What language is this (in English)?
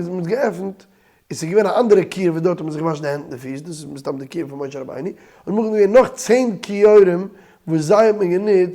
Yiddish